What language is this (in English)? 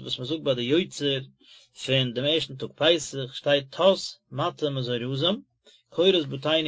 Yiddish